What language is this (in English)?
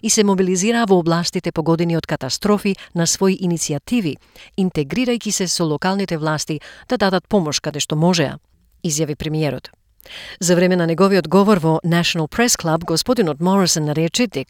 Macedonian